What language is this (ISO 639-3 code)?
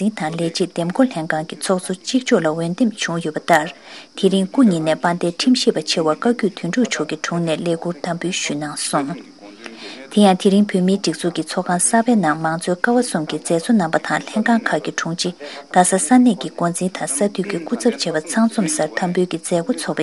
bod